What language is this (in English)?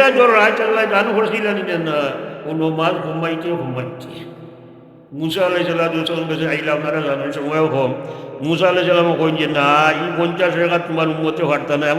Sylheti